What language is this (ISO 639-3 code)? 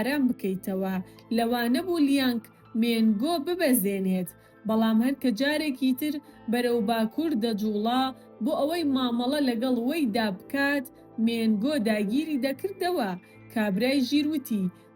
ckb